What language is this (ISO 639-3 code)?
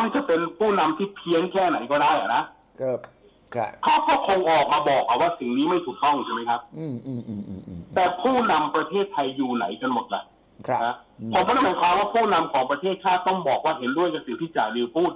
tha